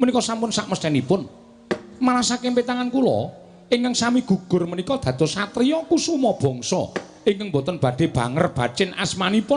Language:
Javanese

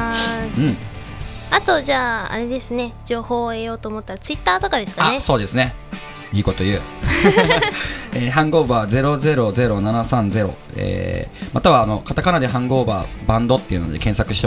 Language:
Japanese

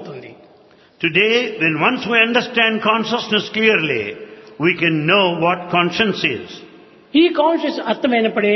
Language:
Telugu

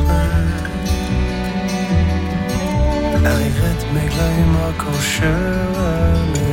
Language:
Norwegian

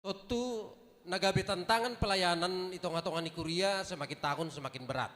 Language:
Batak Simalungun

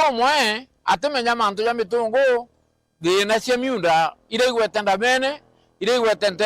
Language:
Meru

